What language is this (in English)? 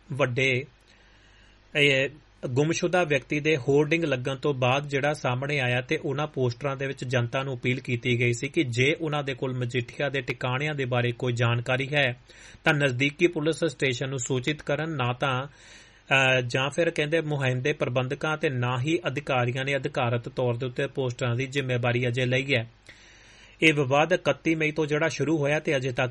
Punjabi